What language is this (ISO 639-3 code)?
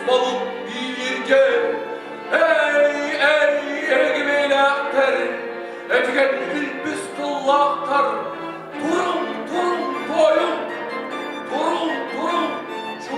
sah